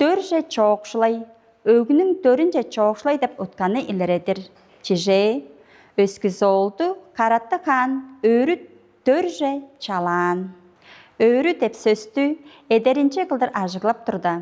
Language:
Tuvinian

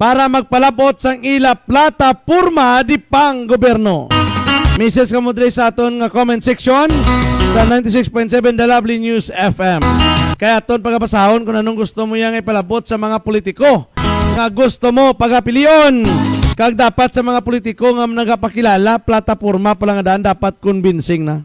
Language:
Hiligaynon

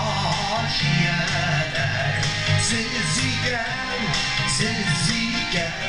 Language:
Bashkir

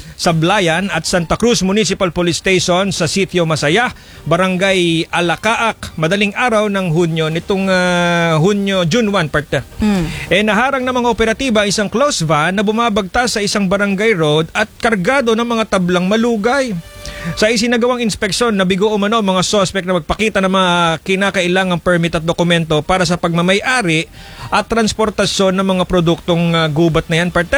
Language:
Filipino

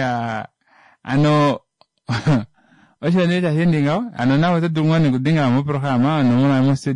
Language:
Kuanyama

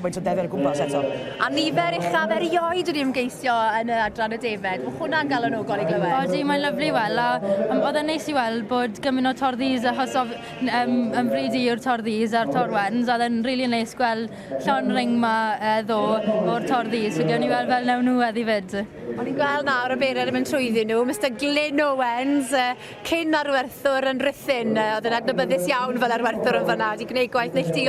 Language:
Welsh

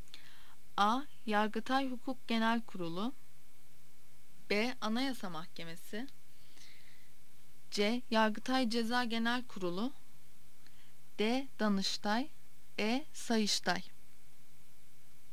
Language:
Turkish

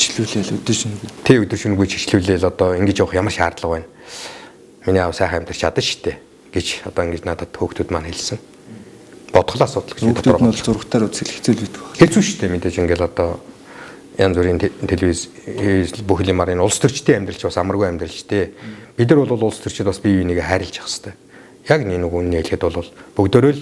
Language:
Mongolian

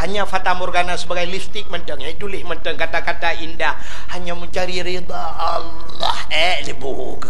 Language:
Achinese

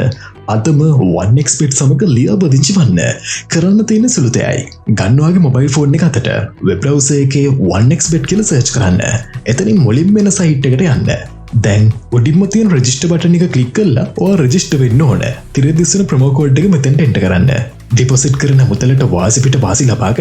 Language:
Sinhala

